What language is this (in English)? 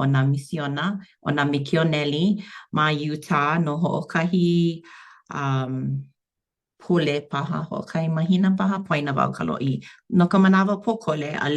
Hawaiian